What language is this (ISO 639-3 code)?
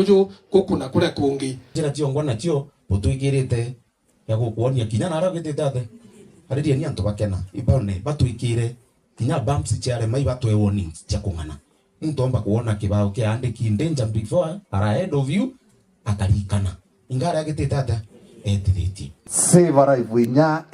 mer